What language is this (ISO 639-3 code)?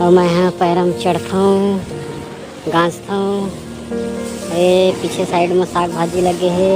hne